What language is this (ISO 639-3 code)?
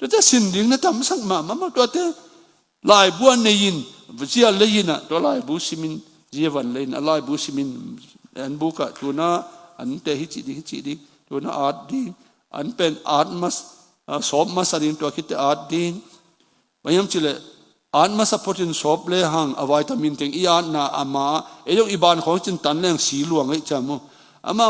ctd